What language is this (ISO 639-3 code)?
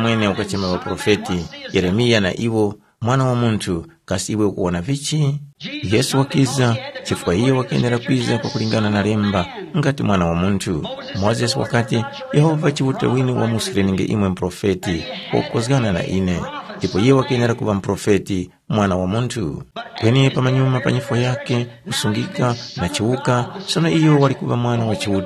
tum